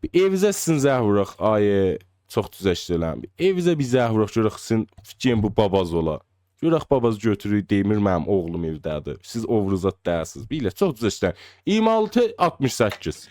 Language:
South Azerbaijani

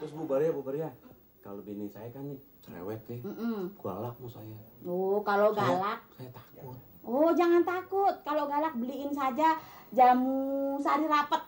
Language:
Betawi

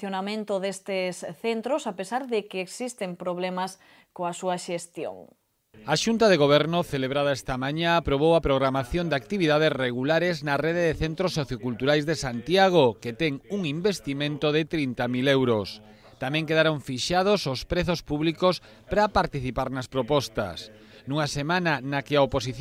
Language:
Galician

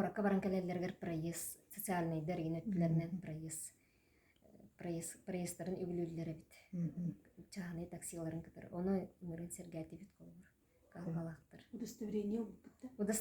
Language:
Yakut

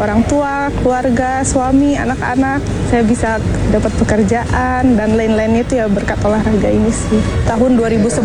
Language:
Indonesian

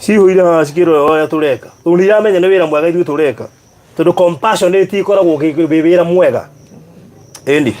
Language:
Kikuyu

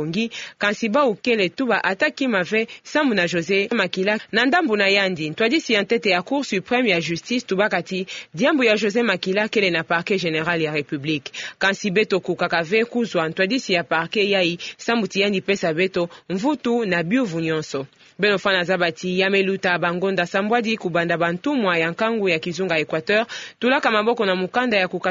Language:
Kituba (Democratic Republic of Congo)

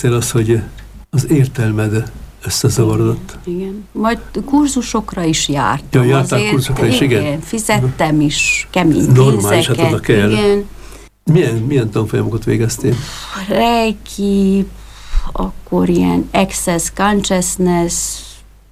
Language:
Hungarian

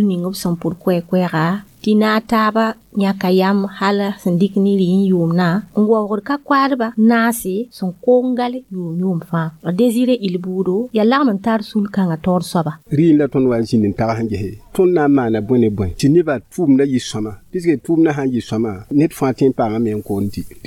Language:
Mossi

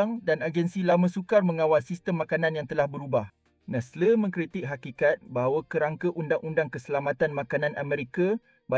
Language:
Malay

